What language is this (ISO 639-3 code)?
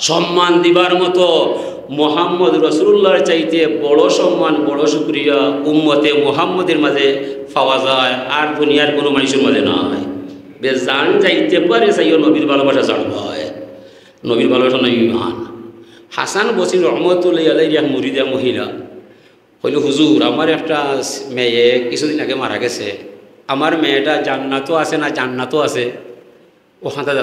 syl